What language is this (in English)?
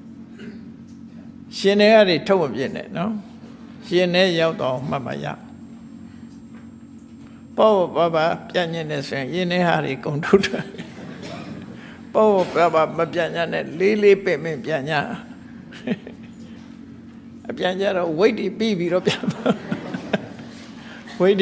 Burmese